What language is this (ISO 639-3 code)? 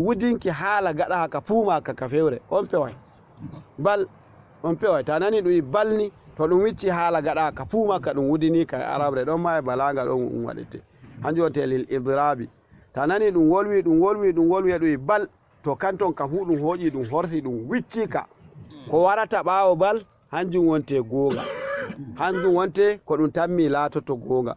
ful